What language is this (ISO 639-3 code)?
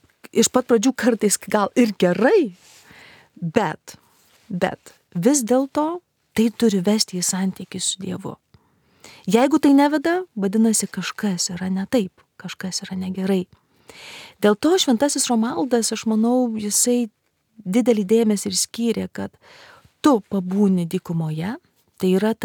lit